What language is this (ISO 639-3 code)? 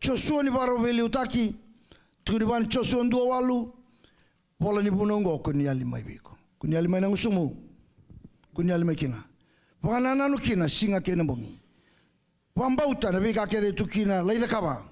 fij